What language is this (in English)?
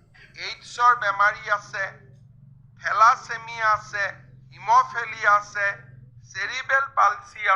Assamese